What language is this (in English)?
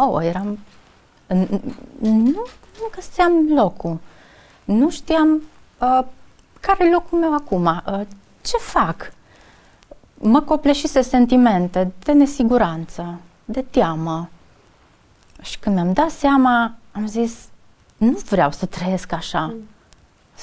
Romanian